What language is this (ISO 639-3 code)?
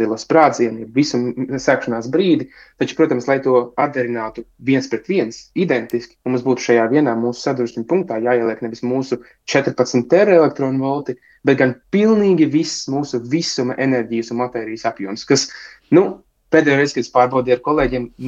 lav